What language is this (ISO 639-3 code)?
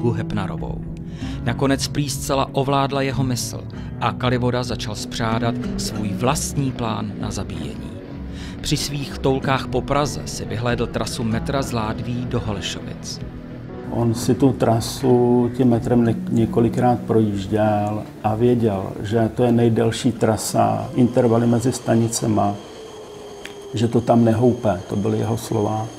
ces